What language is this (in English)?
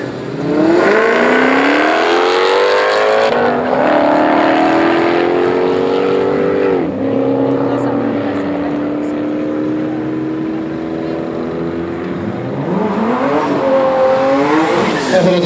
Finnish